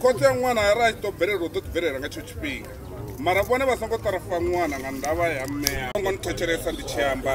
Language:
Venda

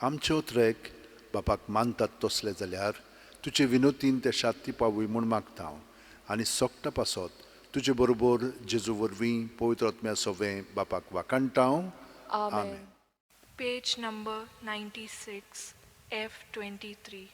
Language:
Konkani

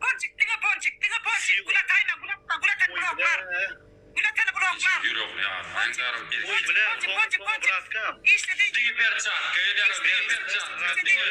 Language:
Turkmen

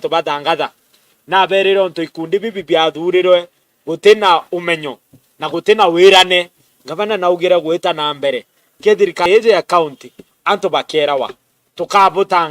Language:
Meru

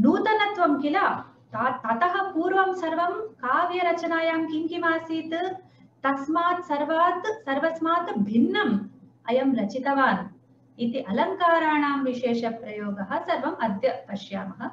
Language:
Sanskrit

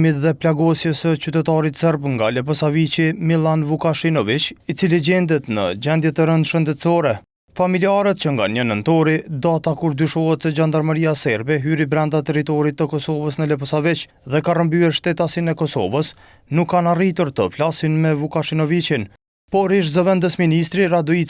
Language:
Albanian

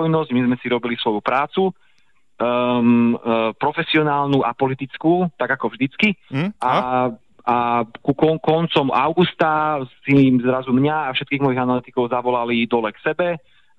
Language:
Slovak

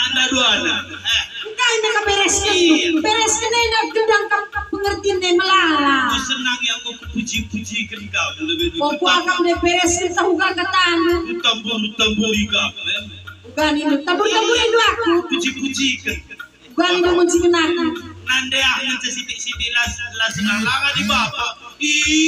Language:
Batak Karo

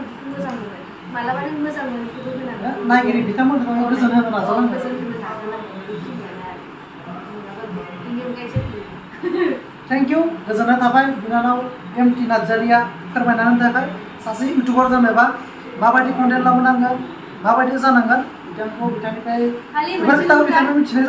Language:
Bodo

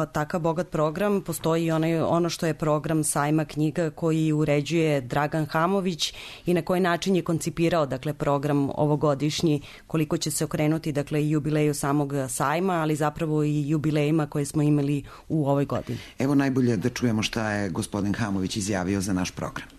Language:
Serbian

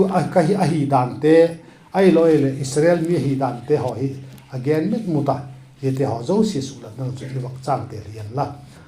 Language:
Vaiphei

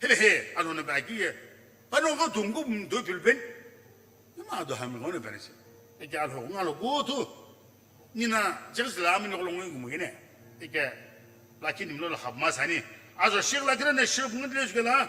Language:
Sumi Naga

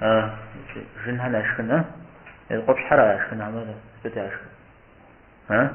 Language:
Kabardian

